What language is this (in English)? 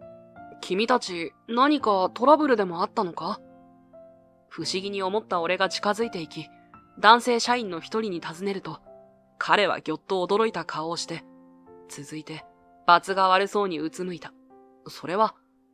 Japanese